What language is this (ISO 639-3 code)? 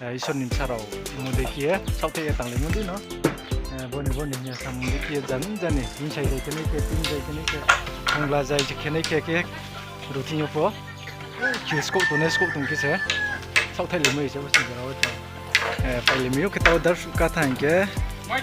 ria